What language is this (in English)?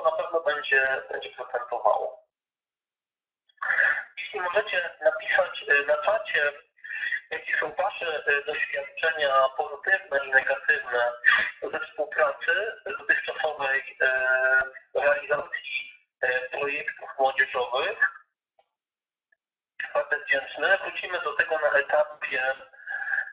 Polish